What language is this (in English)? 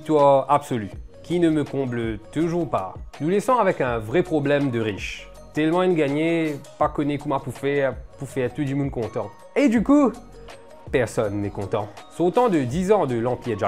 Morisyen